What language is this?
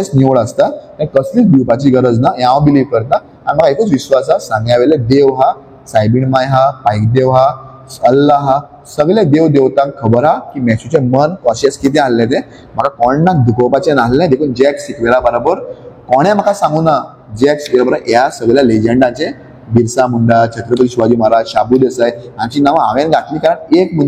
Konkani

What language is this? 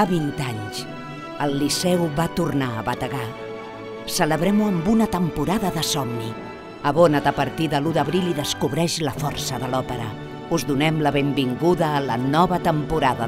Catalan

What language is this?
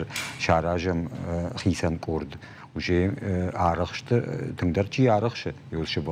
Ossetic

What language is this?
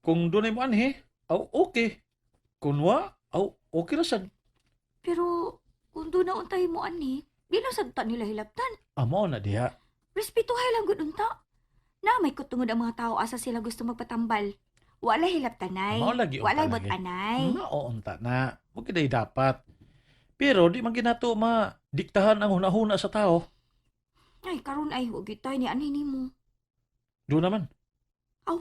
Cebuano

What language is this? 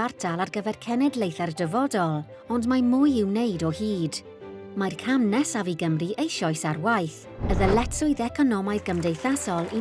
Welsh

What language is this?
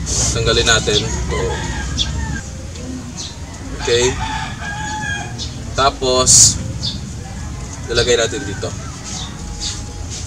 Filipino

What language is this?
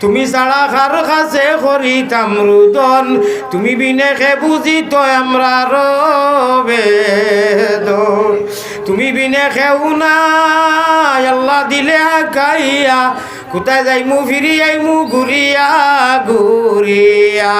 Sylheti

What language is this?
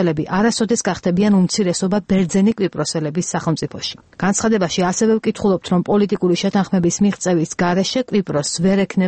Georgian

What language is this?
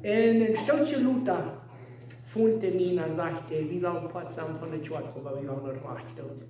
Plautdietsch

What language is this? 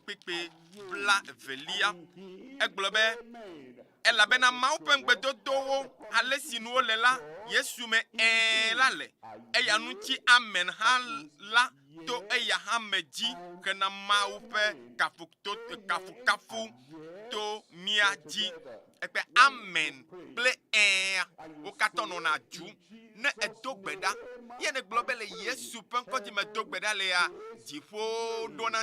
Ewe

